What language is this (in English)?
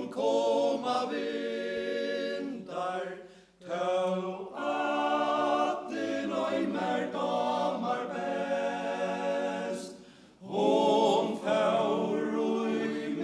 Faroese